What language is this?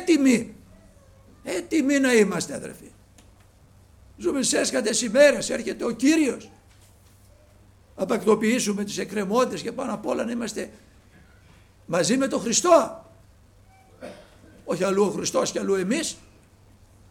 Greek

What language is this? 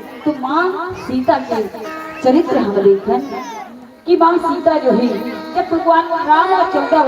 Chhattisgarhi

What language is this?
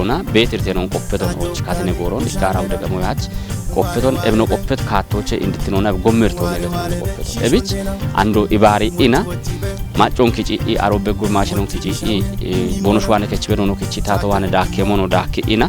Kafa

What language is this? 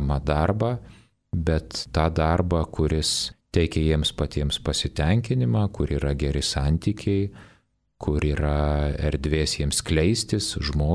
Lithuanian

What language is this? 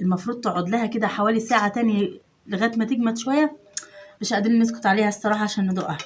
Egyptian Arabic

